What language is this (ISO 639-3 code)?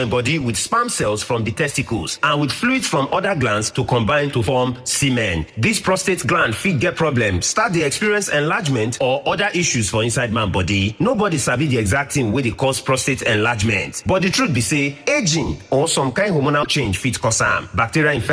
pcm